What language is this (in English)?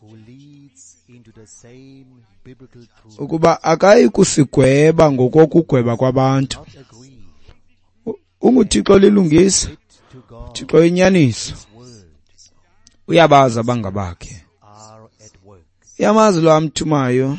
Xhosa